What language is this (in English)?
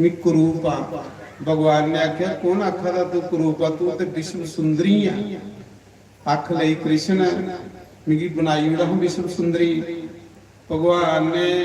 Dogri